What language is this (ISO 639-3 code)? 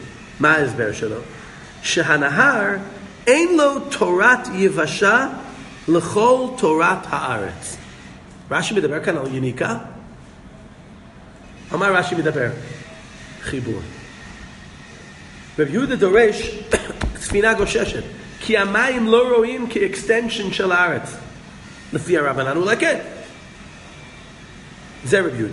heb